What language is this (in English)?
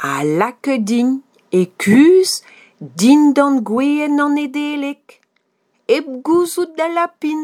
Breton